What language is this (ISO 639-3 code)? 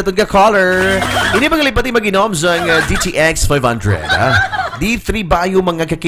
hil